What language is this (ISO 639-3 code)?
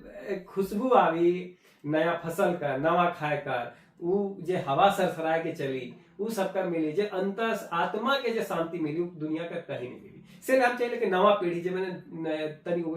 sck